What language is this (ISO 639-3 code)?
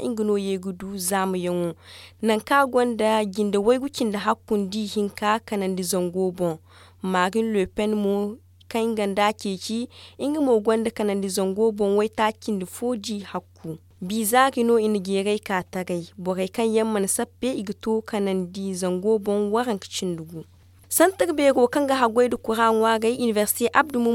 dje